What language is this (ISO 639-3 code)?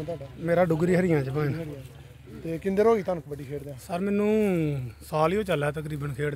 pan